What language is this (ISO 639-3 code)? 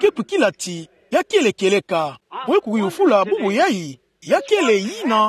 ktu